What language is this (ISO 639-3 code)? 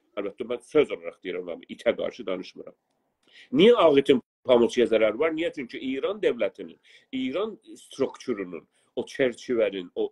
azb